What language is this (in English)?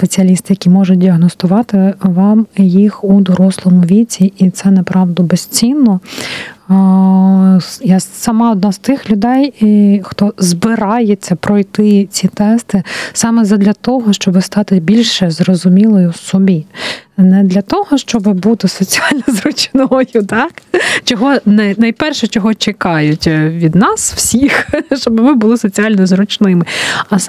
Ukrainian